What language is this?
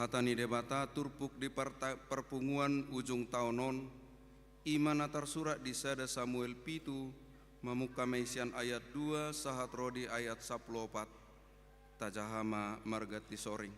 Batak Toba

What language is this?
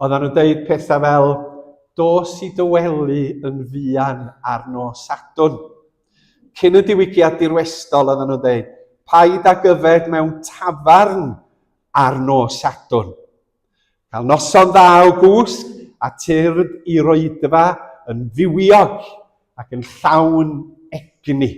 Welsh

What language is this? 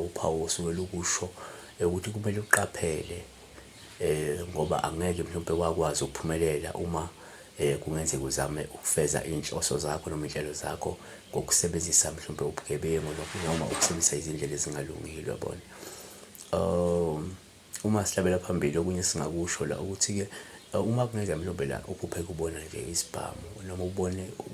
Zulu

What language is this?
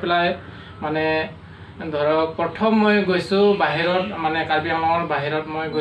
Assamese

